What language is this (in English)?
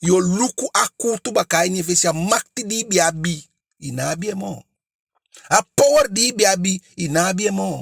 Eastern Maroon Creole